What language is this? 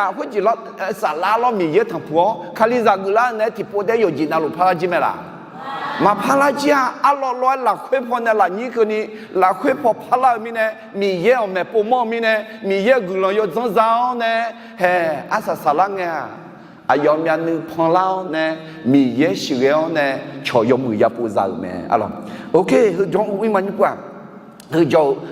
Akha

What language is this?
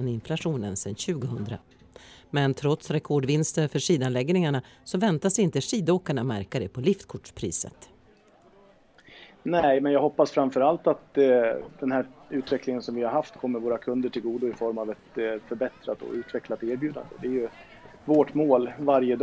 Swedish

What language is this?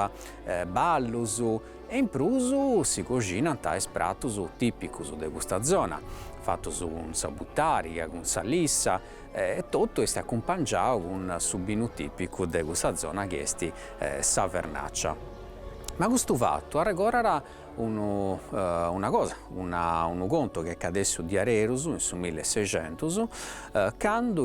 Sardinian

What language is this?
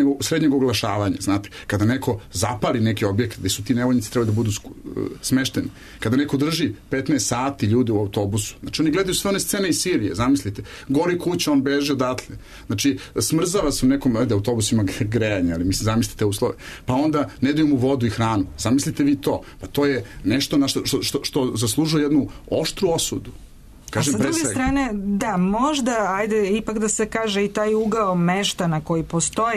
Serbian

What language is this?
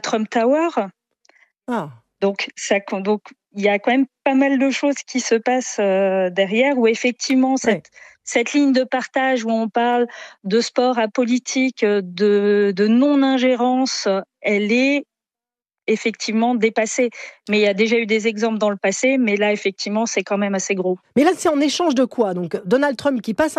French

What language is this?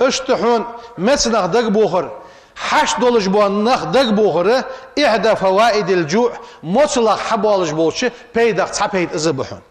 Ingush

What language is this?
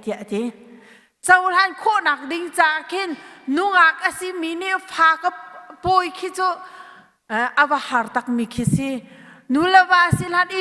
Hakha Chin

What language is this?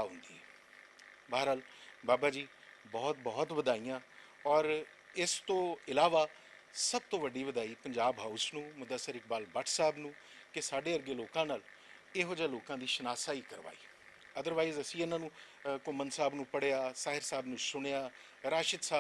Western Panjabi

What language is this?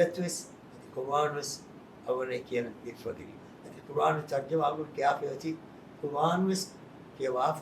Divehi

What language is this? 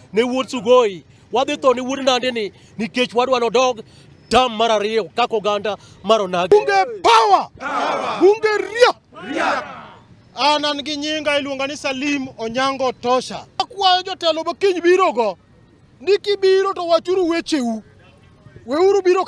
Luo (Kenya and Tanzania)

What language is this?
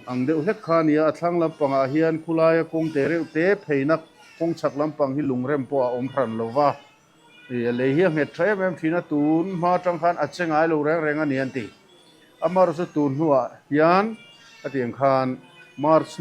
Mizo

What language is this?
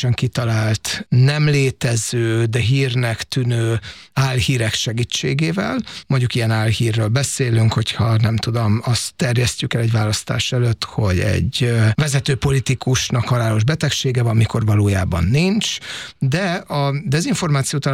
Hungarian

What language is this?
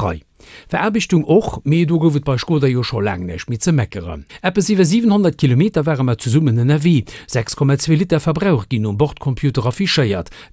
Luxembourgish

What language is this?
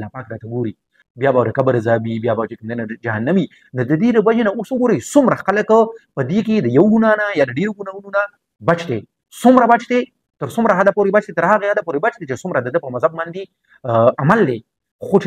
Pashto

